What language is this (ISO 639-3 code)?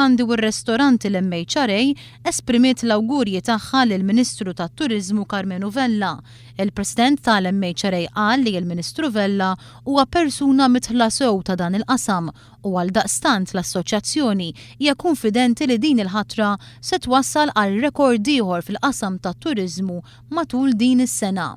mlt